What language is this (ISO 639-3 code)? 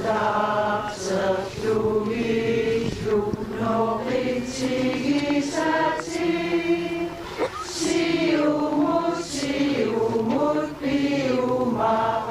kal